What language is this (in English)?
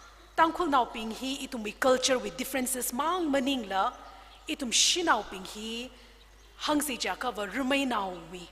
Tangkhul Naga (India)